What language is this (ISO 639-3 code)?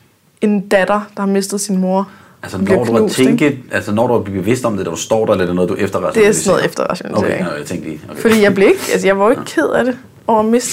dan